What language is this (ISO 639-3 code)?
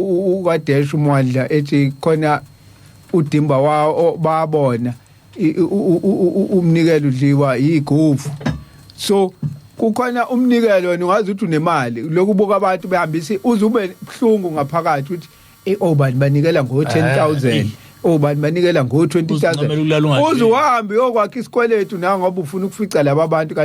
zul